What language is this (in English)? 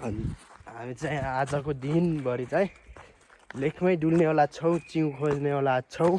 Nepali